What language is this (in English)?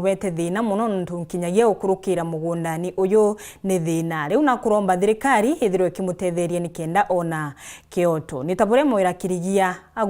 Meru